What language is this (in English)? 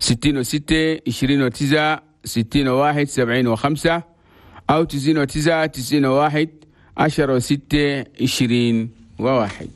Chadian Arabic